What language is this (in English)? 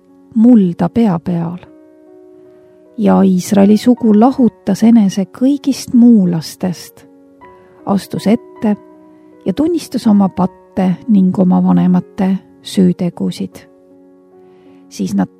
Estonian